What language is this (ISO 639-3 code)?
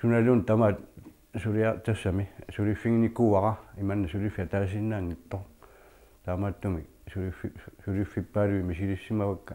kal